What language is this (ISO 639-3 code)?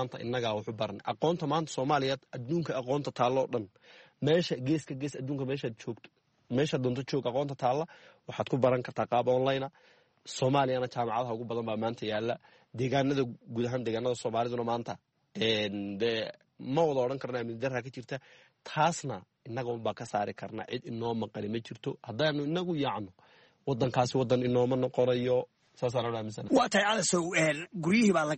som